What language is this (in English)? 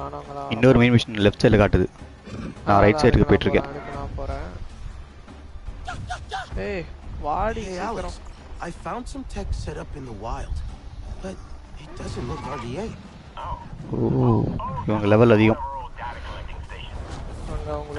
Tamil